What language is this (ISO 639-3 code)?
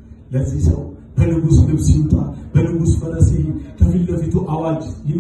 amh